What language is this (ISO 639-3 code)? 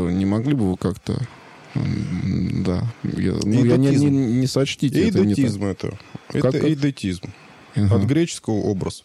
rus